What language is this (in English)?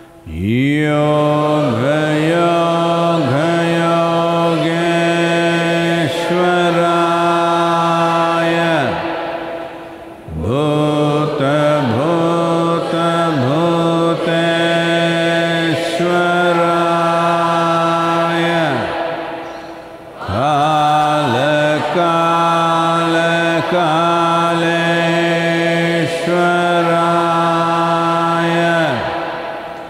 Kannada